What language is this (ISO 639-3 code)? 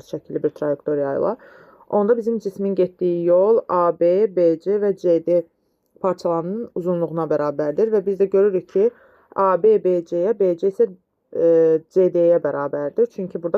aze